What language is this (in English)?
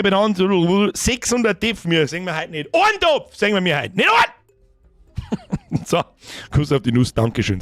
Bavarian